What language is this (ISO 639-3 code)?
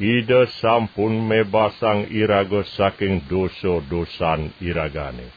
ban